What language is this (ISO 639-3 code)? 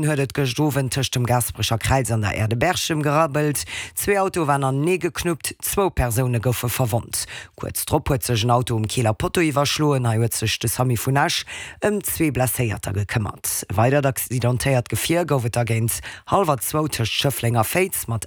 ltz